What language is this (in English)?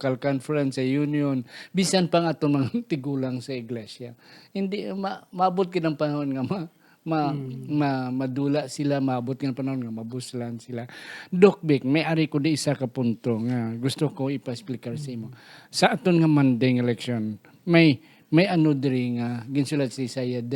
Hiligaynon